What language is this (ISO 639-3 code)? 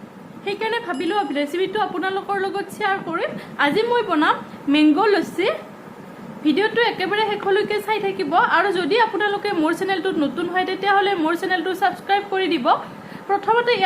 asm